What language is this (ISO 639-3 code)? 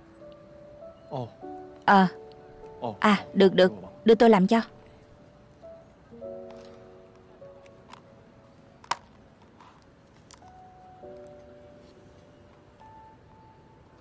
vie